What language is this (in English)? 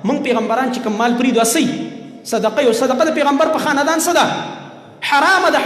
Pashto